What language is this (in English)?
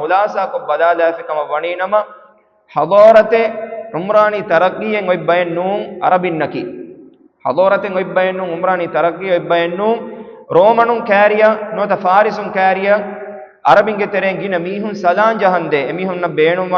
Divehi